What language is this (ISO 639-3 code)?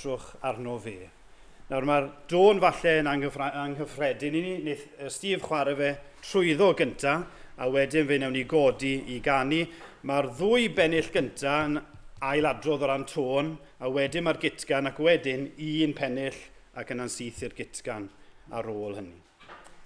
cym